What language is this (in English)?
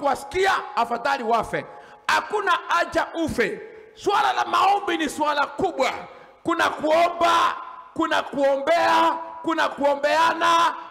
Swahili